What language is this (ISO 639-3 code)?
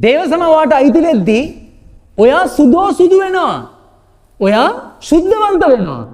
sin